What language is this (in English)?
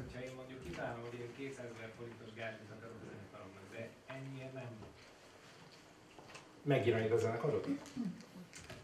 Hungarian